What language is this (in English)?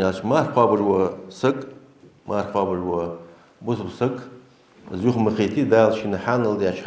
Ingush